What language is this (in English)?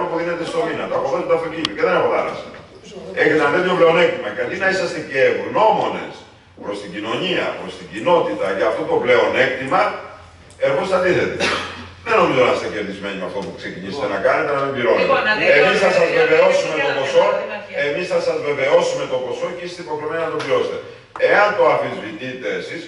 Greek